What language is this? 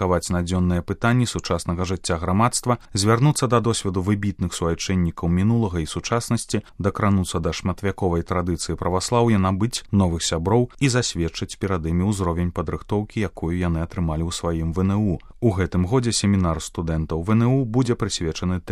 Belarusian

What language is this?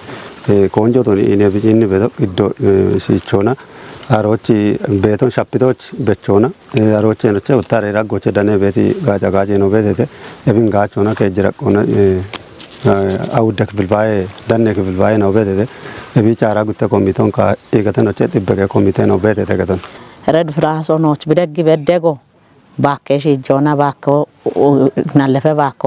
Kafa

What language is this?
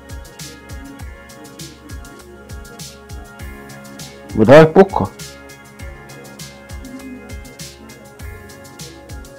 Croatian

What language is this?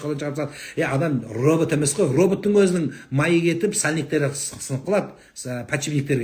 Kazakh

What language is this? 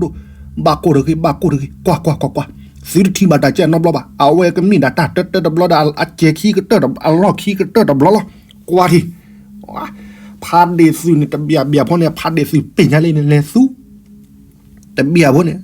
S'gaw Karen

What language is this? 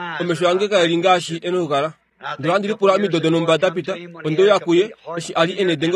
Kuanyama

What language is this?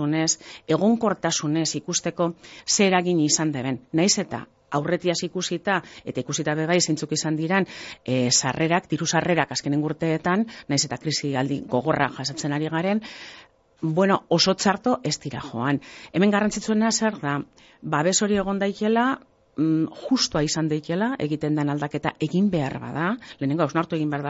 Basque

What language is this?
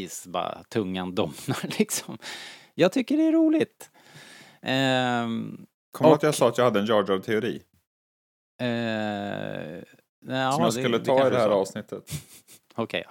Swedish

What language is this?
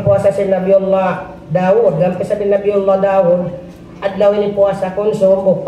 Tausug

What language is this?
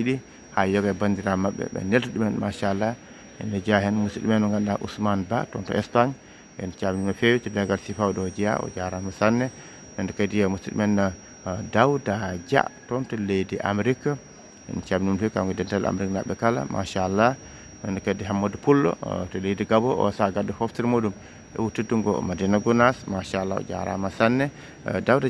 Fula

